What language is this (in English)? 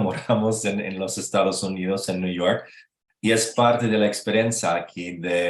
Ladino